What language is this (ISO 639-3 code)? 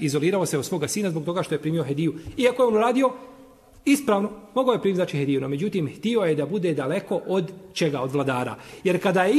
bos